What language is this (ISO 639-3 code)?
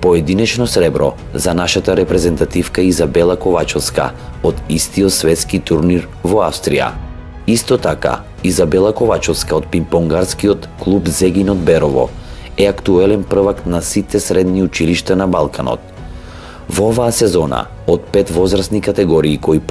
mkd